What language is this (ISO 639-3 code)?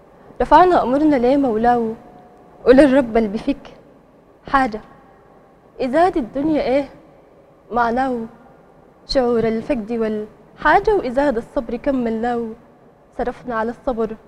apd